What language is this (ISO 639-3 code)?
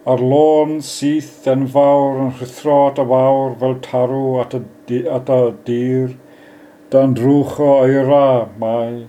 cym